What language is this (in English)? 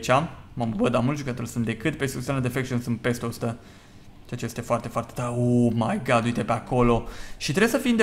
Romanian